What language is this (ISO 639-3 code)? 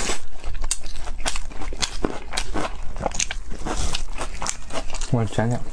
zho